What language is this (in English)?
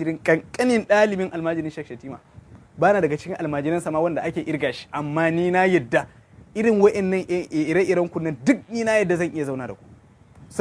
Hausa